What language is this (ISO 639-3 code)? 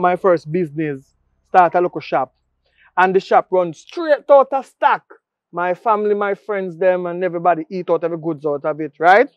jam